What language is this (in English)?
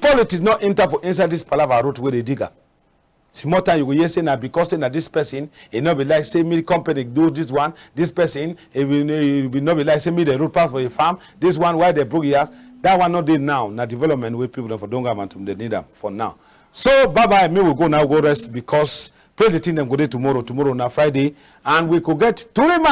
Cameroon Pidgin